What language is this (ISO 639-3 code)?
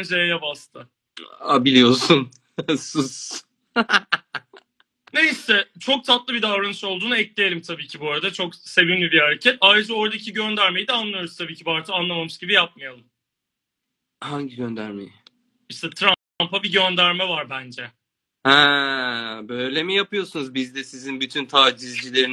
tur